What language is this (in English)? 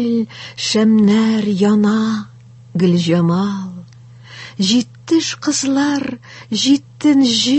Tatar